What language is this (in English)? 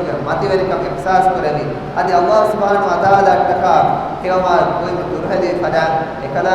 Divehi